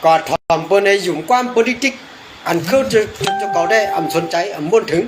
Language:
Shan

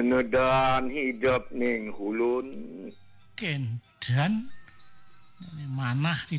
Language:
Balinese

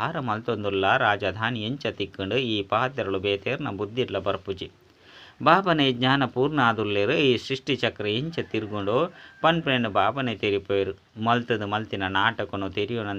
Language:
Tulu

